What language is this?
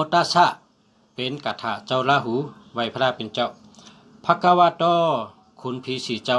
Shan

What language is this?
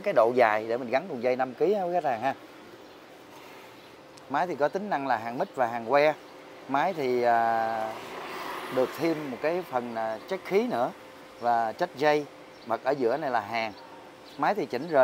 Vietnamese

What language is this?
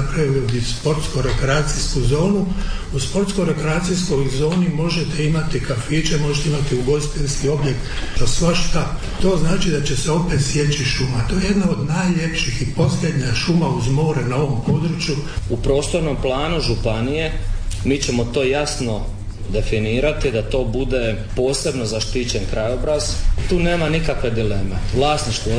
Croatian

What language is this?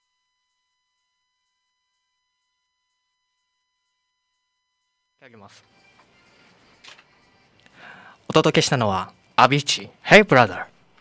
Japanese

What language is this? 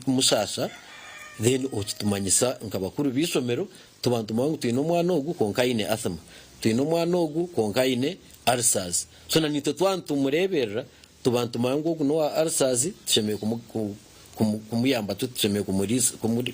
Nyankole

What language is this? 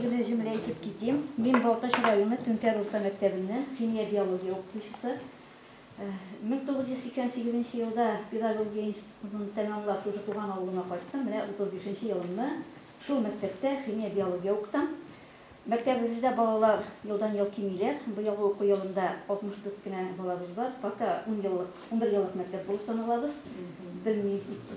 Tatar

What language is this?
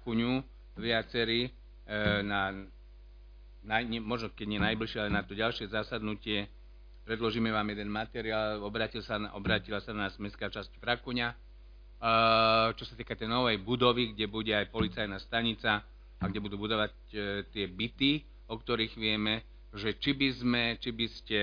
Slovak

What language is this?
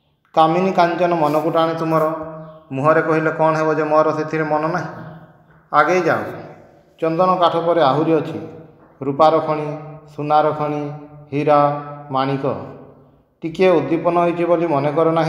Odia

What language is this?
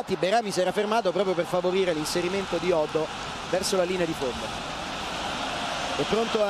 Italian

